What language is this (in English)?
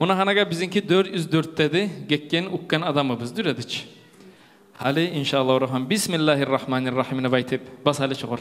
Kumyk